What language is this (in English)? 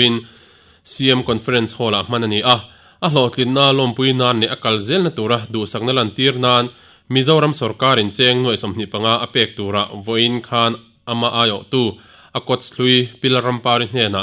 Mizo